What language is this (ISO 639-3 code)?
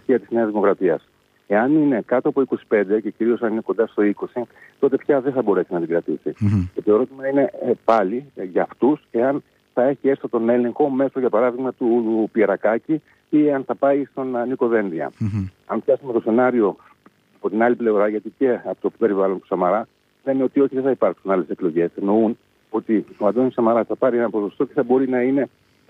ell